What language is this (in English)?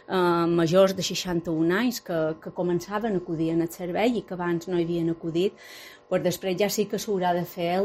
Catalan